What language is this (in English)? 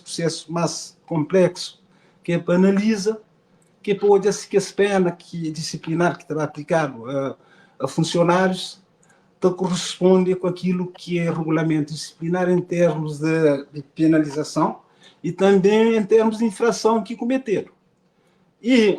Kabuverdianu